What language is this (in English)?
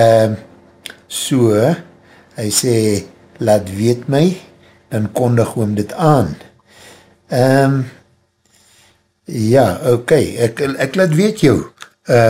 Afrikaans